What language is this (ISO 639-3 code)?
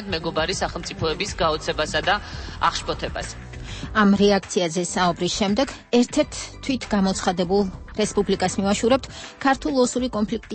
kat